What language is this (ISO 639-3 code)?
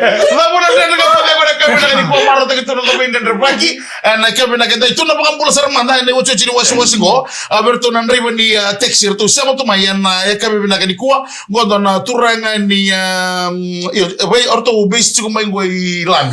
fij